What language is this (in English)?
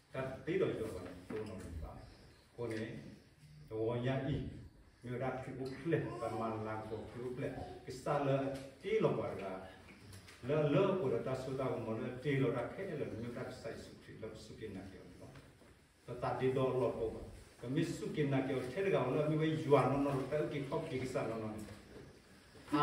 S'gaw Karen